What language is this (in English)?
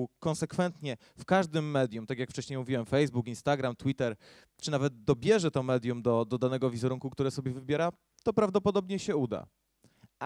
Polish